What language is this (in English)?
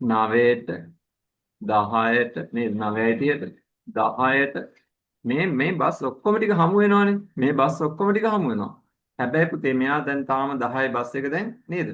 Sinhala